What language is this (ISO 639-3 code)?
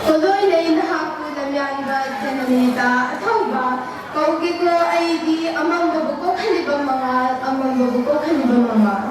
mni